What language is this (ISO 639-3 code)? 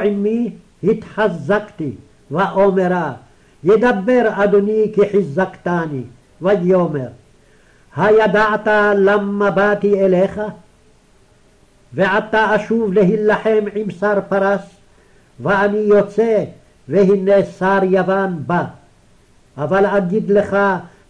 heb